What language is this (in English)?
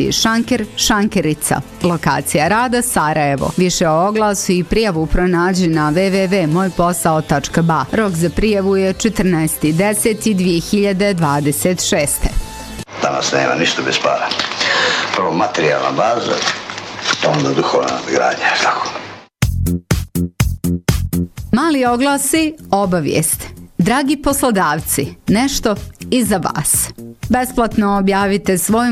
Bosnian